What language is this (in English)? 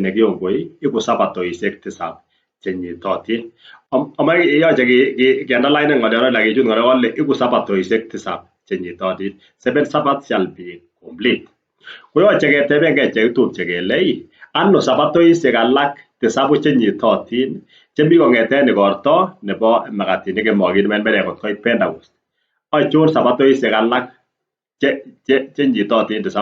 Kalenjin